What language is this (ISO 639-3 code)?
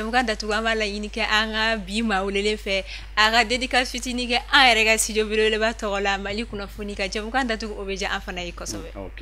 bam